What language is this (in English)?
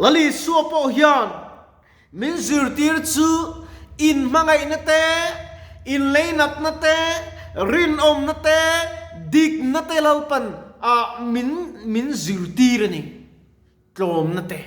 Mizo